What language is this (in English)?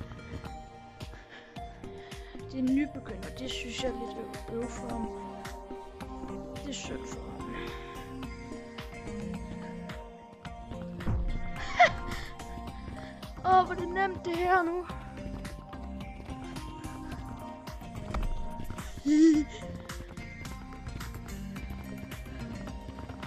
Danish